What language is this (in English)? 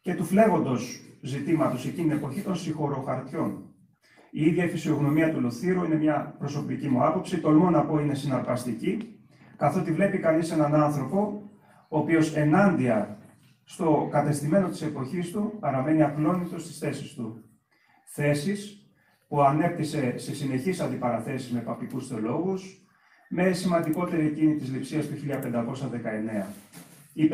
Greek